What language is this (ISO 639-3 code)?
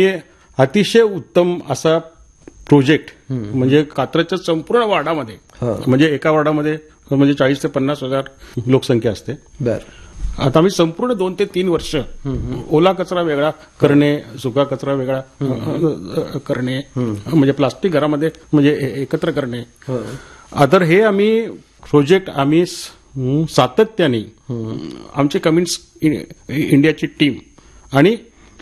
mar